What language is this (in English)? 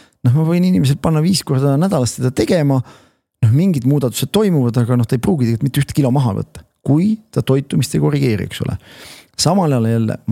Estonian